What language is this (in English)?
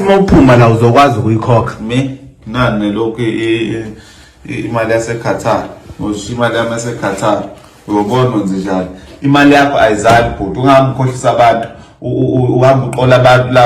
Zulu